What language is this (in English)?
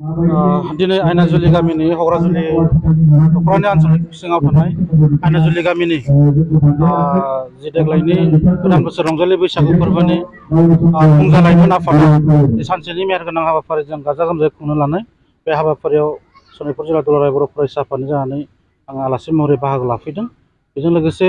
Bodo